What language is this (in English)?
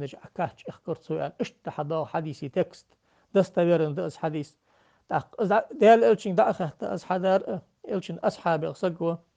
Ingush